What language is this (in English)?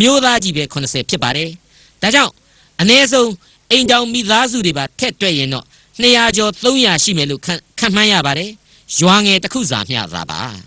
Burmese